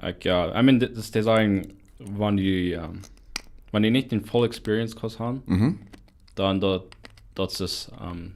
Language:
Plautdietsch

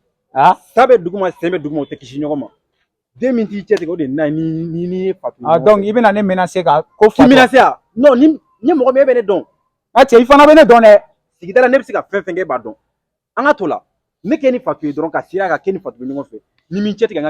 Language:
Bambara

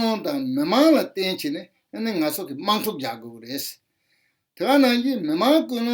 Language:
Tibetan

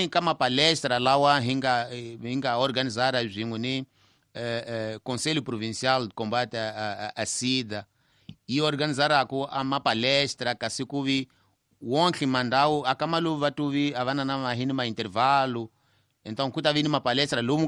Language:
Tsonga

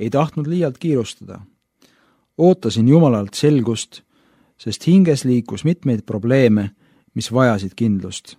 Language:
Estonian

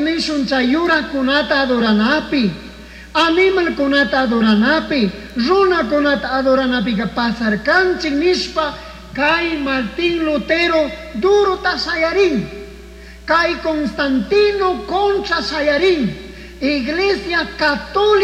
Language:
Chimborazo Highland Quichua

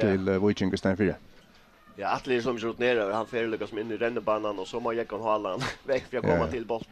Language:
Faroese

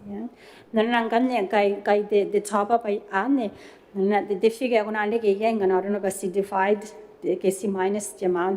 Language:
Gilbertese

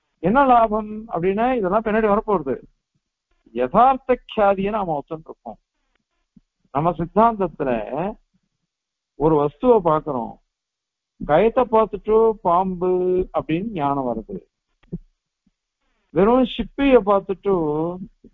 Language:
Tamil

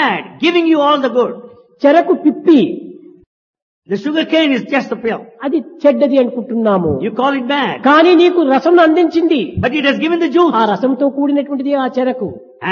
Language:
Telugu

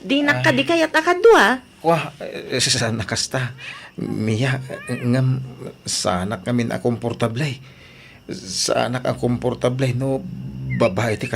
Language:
Iloko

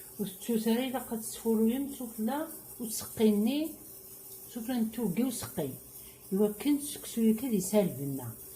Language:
Kabyle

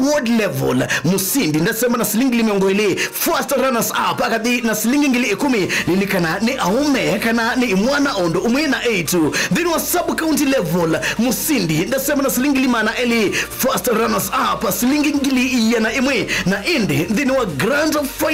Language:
Kamba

